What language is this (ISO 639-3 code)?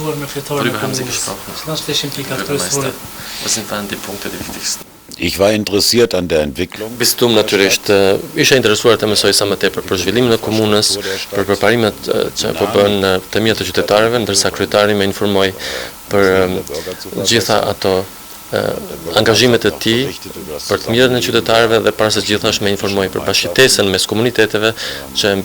sqi